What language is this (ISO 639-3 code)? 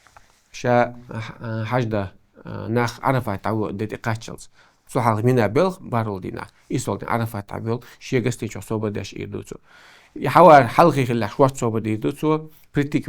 che